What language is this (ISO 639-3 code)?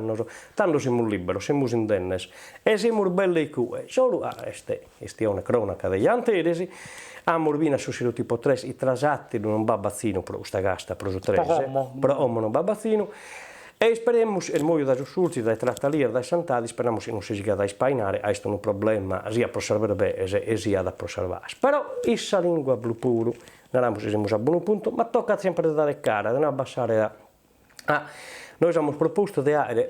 srd